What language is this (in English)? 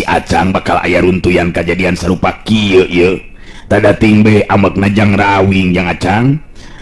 Sundanese